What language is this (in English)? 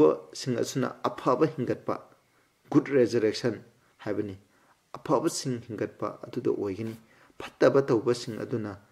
Manipuri